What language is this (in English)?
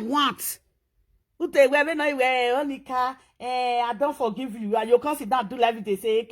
Nigerian Pidgin